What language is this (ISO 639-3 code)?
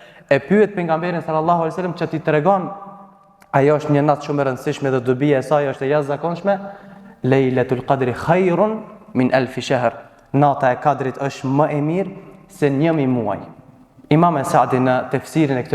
sqi